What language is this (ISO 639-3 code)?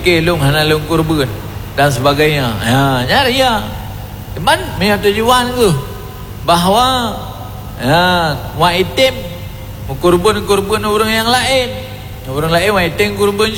ace